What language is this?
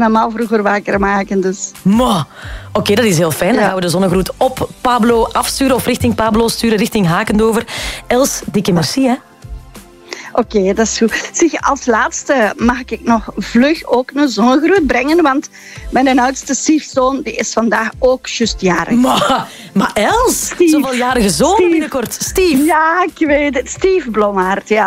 Dutch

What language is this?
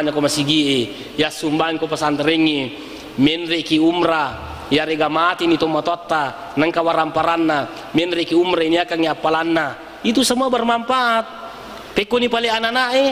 Buginese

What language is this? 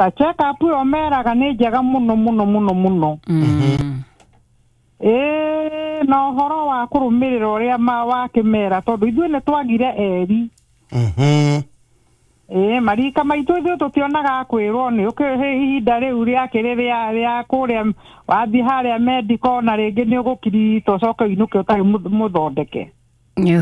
Kikuyu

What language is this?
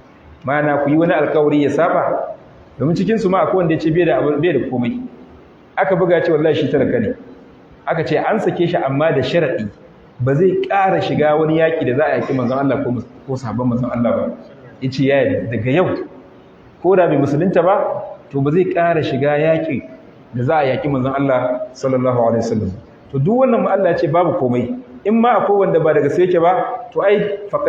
Hausa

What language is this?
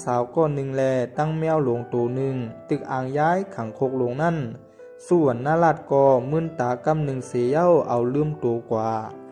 Shan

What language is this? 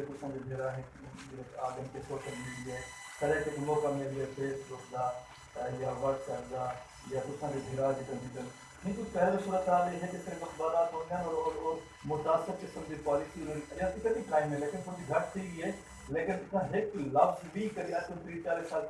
Saraiki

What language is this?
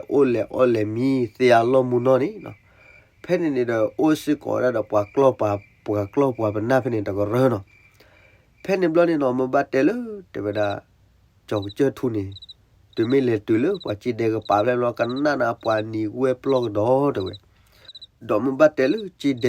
S'gaw Karen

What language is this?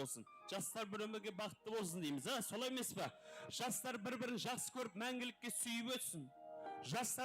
Kara-Kalpak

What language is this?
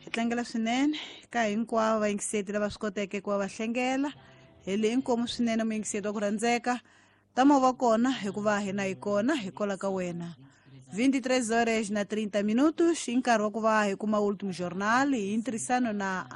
Tsonga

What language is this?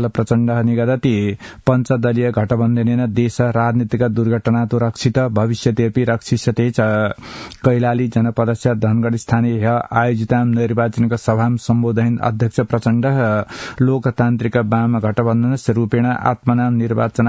Sanskrit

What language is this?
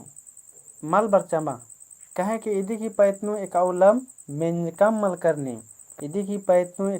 Kurukh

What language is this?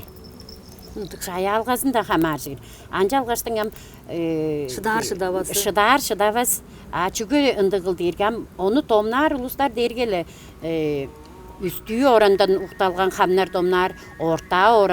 Tuvinian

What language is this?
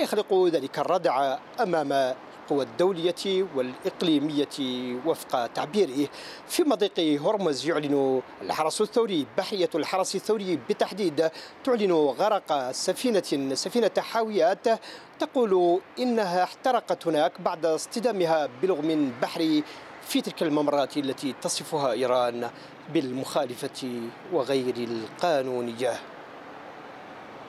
Arabic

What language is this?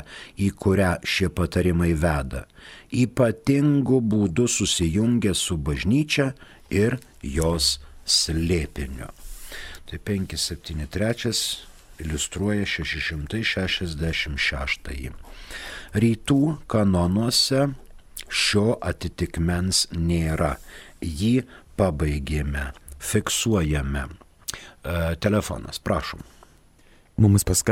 Lithuanian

